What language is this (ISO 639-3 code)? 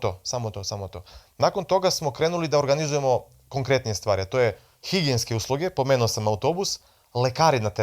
mkd